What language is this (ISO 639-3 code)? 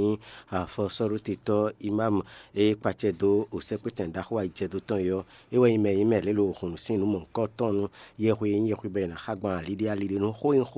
fon